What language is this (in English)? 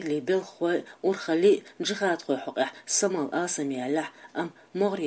Chechen